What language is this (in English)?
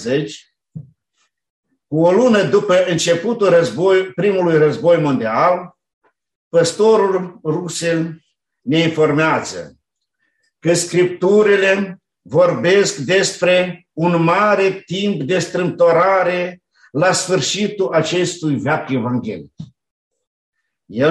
Romanian